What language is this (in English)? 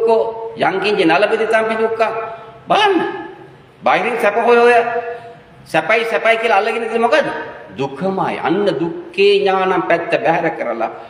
Sinhala